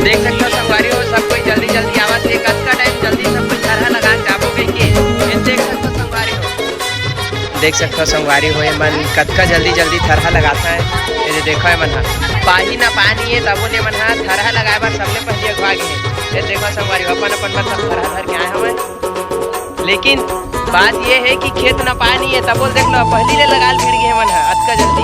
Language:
Chhattisgarhi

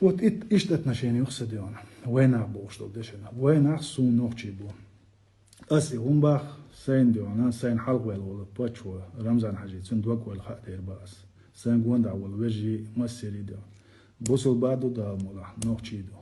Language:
Chechen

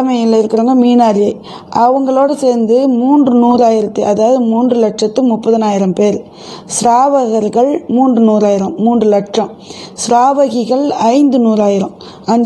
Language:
Tamil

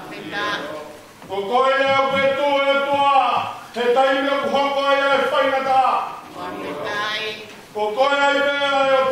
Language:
Tongan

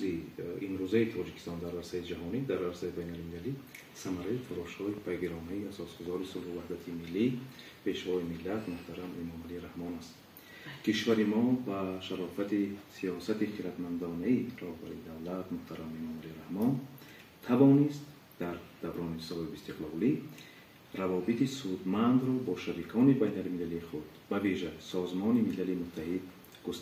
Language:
Tajik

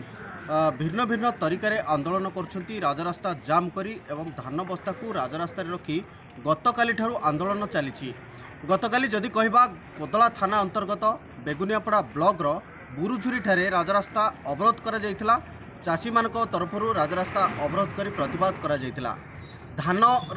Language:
Odia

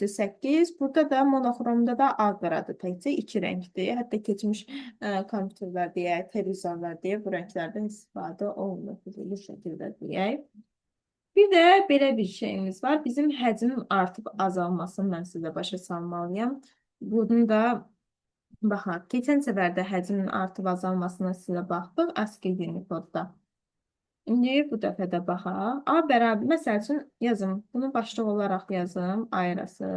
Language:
Azerbaijani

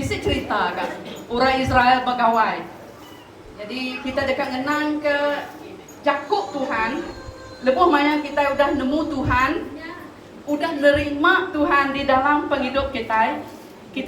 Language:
Iban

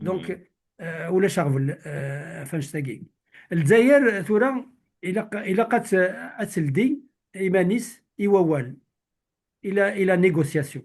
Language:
Kabyle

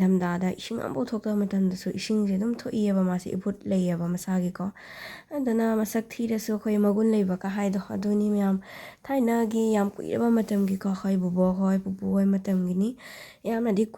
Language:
Manipuri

